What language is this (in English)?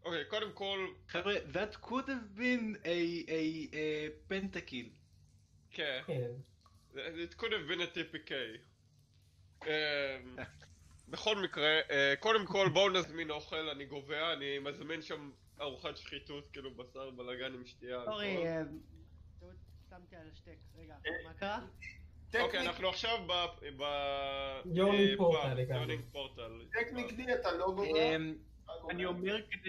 Hebrew